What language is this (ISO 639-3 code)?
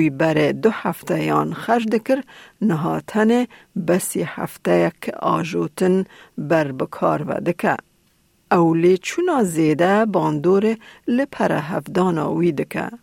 kur